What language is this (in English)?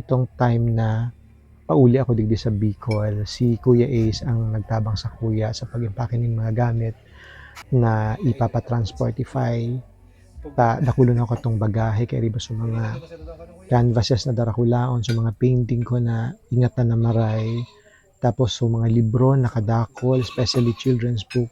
Bikol